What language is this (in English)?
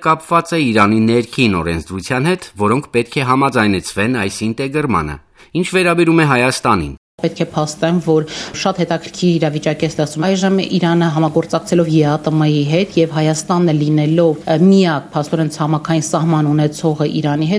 Armenian